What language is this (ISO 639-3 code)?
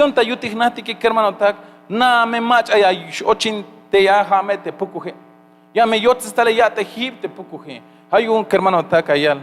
tzh